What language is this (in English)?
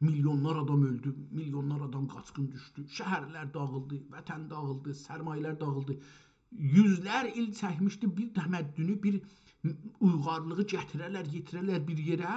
South Azerbaijani